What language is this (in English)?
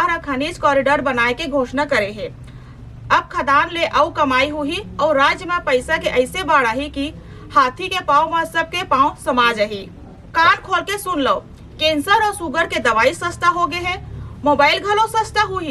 Chhattisgarhi